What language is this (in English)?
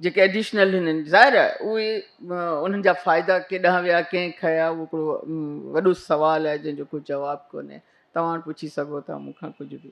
Sindhi